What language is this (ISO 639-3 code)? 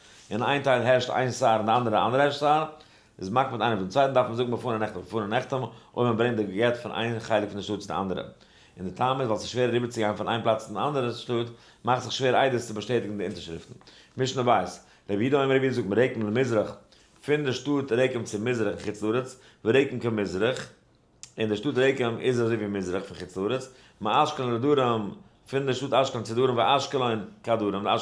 yid